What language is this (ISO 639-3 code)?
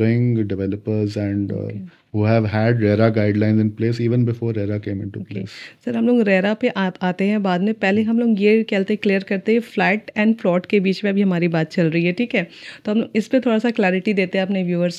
hin